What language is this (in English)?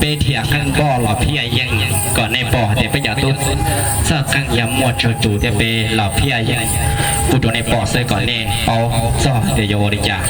Hmong